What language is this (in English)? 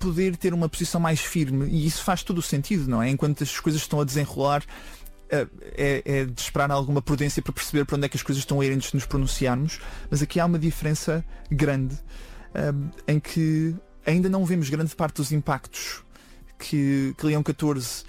Portuguese